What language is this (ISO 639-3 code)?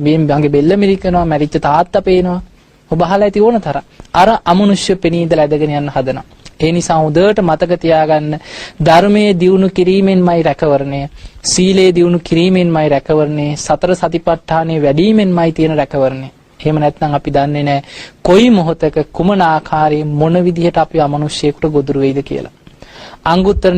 sin